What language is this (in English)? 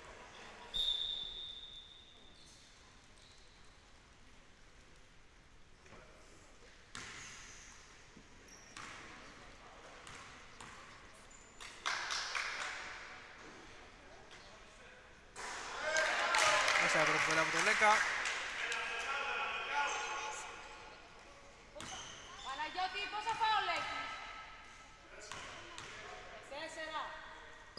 Greek